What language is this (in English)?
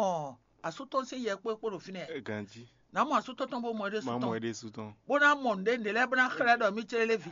Fon